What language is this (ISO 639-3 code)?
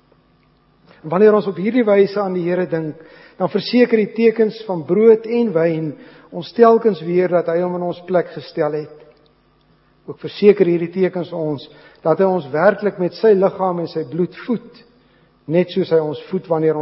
afr